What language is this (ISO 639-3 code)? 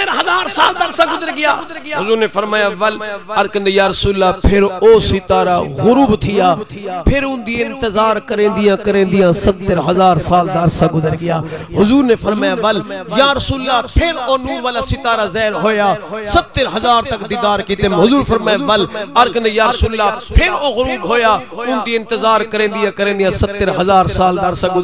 skr